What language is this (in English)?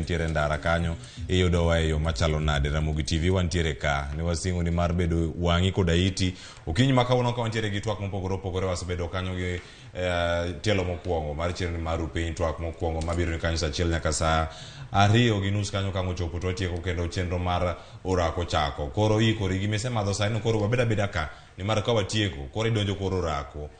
Luo (Kenya and Tanzania)